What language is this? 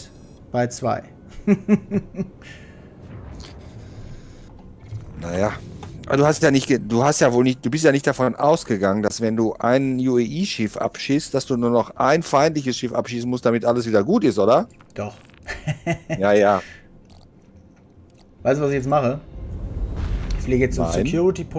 German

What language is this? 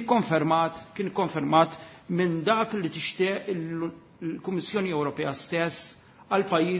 Maltese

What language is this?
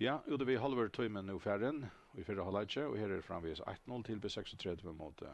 Faroese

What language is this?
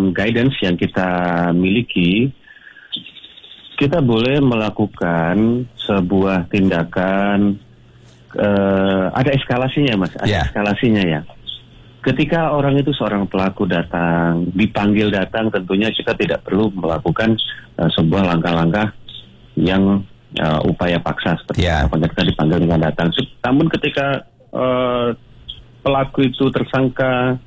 Indonesian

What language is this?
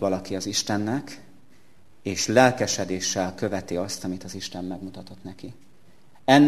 Hungarian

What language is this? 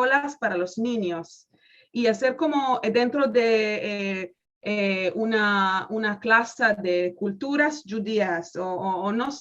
Ladino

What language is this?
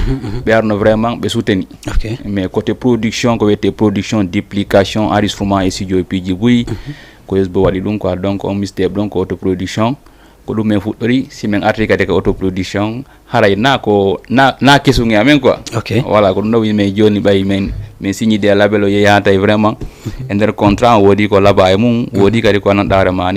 Fula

